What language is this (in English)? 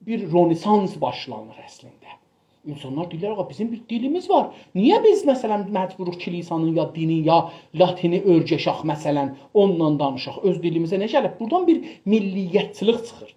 South Azerbaijani